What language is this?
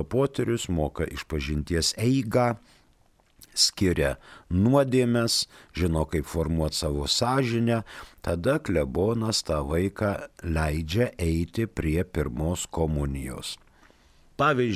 Lithuanian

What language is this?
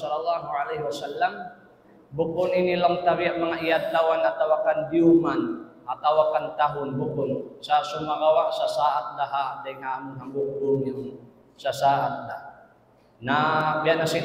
Tausug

